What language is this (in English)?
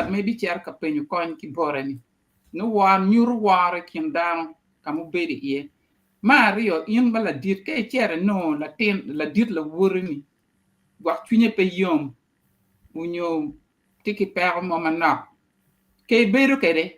Acoli